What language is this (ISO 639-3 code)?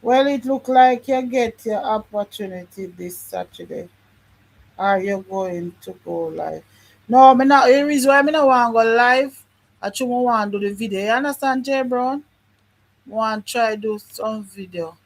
jam